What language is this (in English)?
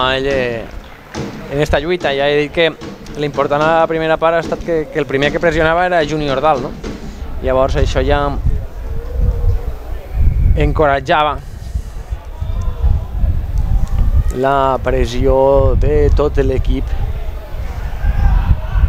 Catalan